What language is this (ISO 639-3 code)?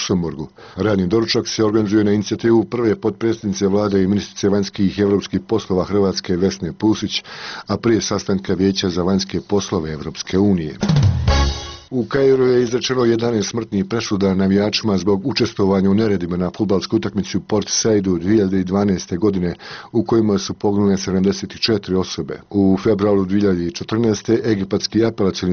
bos